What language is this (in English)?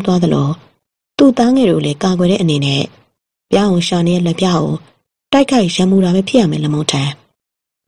Burmese